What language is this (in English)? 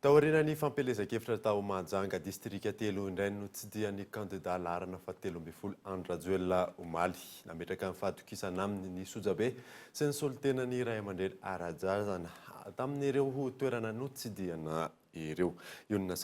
Malagasy